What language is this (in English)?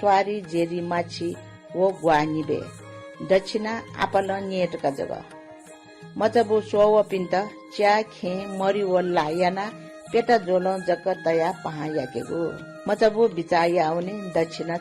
Newari